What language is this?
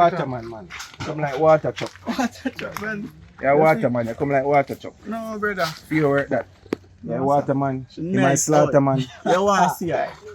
Jamaican Creole English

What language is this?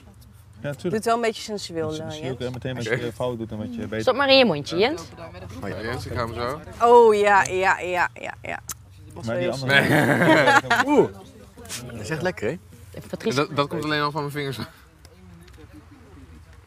Dutch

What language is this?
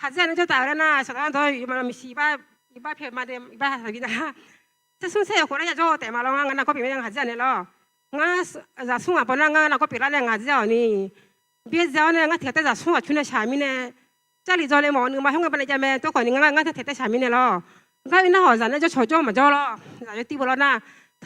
Akha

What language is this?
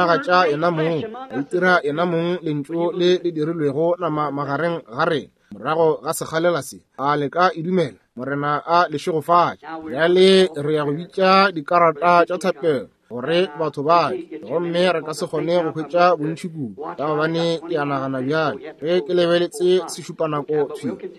Northern Sotho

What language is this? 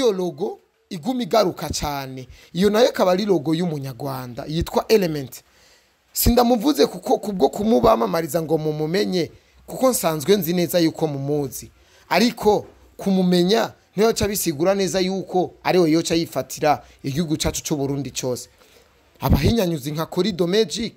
Rundi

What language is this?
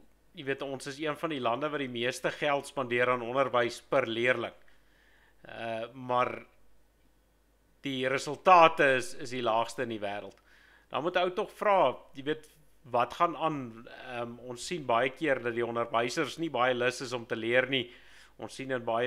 Afrikaans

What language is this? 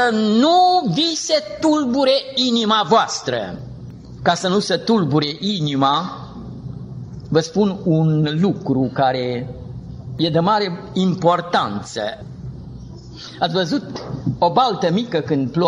Romanian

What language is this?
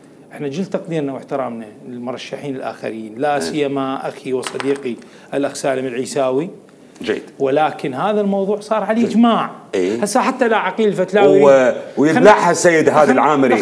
Mesopotamian Arabic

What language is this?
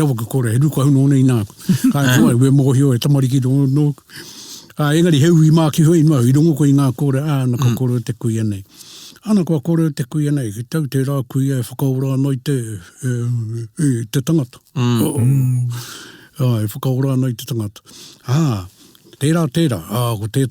Māori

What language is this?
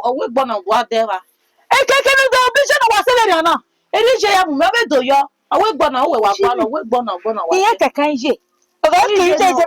Bini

